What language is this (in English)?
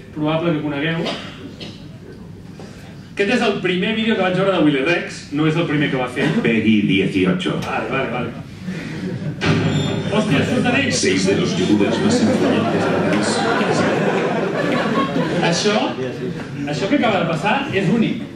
Catalan